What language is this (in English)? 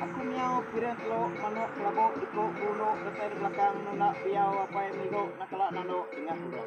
Iban